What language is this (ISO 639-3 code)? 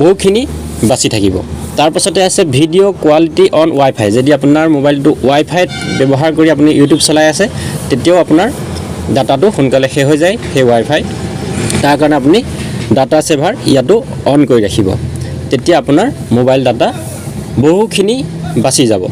asm